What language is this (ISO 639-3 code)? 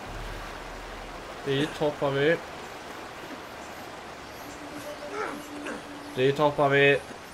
swe